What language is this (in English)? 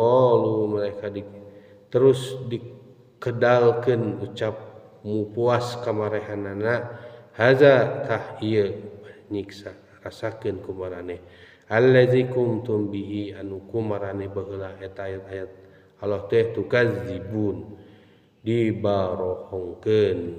Sundanese